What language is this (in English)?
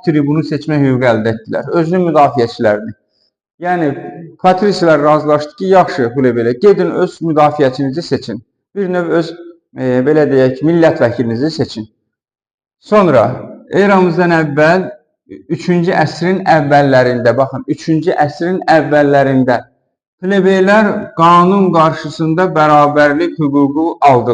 Azerbaijani